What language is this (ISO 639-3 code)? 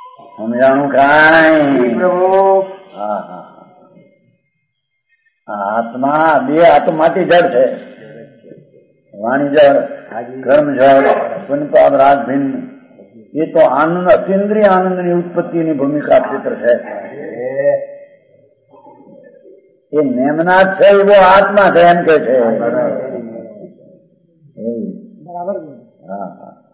guj